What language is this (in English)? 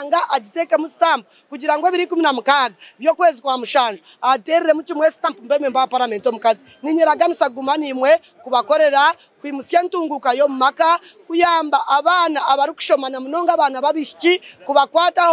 Nyankole